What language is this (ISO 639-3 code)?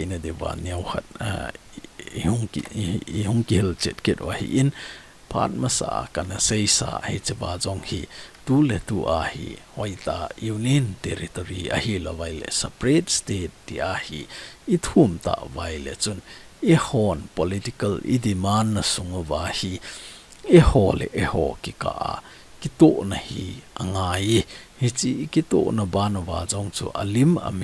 tcz